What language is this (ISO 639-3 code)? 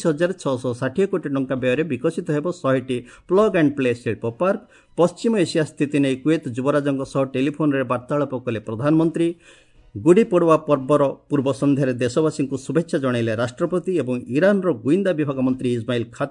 ori